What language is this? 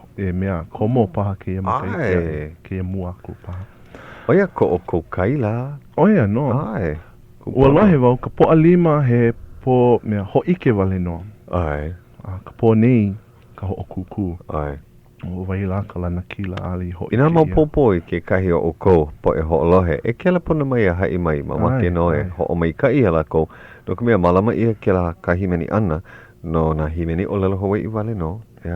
Hawaiian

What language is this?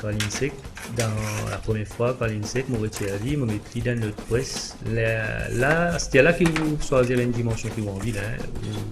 Morisyen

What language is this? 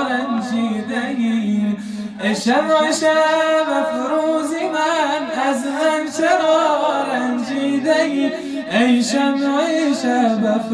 Persian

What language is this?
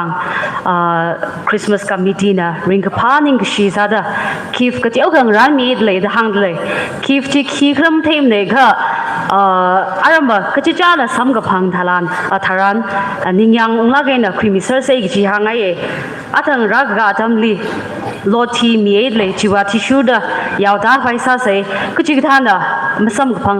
Tangkhul Naga (India)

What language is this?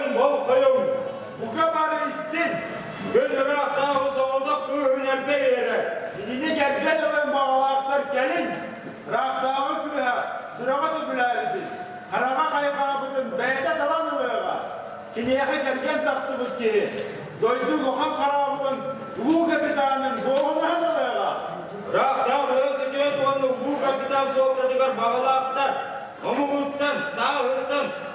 Yakut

